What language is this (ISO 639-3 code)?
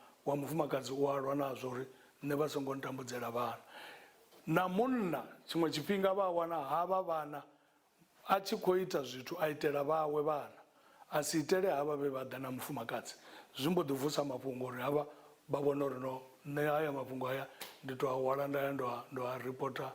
ven